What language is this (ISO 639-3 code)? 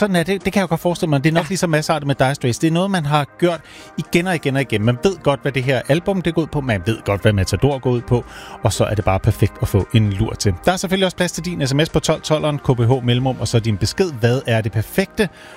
dan